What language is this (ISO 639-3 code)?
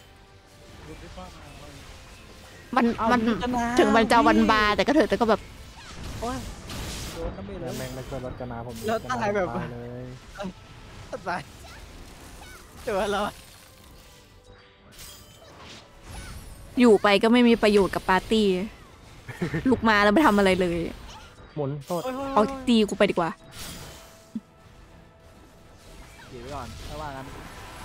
tha